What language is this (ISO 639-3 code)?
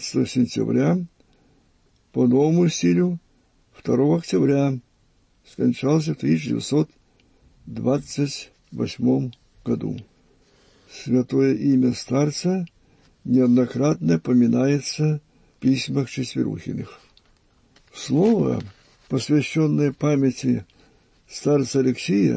rus